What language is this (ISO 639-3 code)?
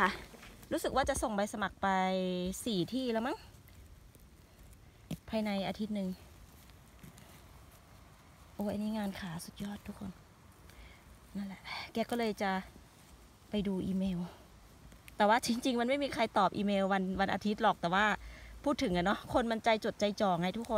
tha